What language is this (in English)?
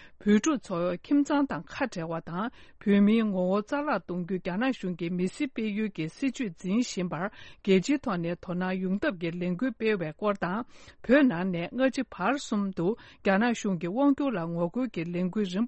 Tibetan